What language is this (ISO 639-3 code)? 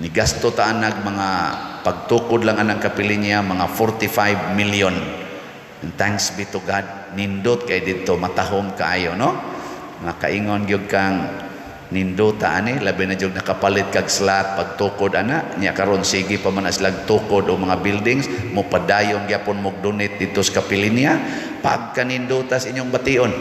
ceb